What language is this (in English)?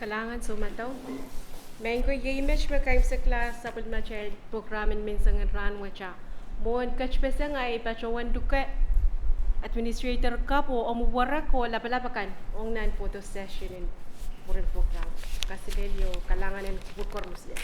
Pohnpeian